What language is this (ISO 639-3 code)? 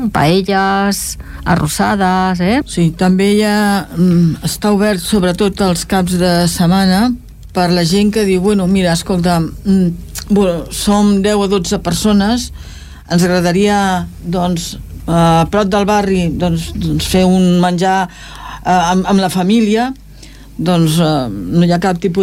cat